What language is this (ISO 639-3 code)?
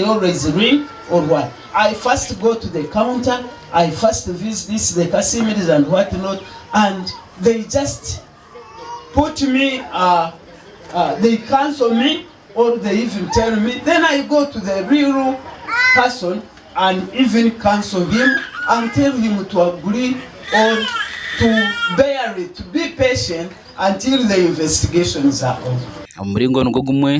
nyn